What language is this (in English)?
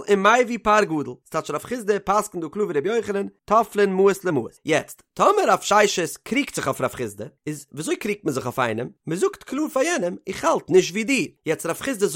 Yiddish